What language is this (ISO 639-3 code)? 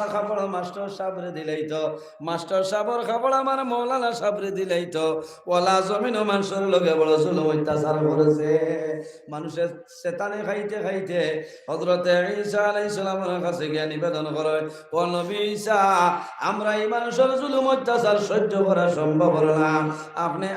syl